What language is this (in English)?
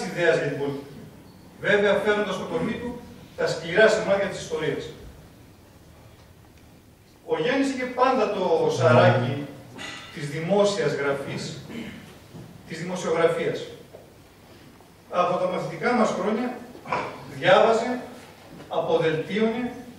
Greek